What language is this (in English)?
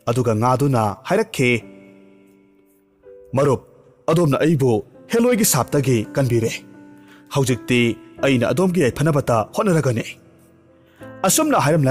Manipuri